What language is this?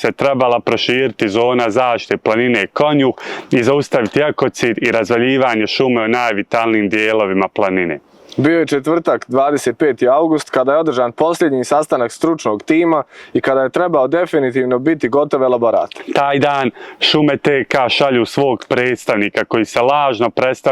Bosnian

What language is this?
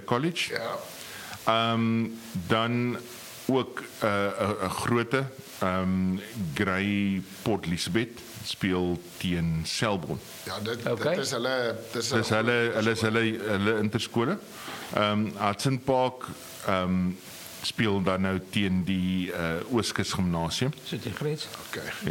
Afrikaans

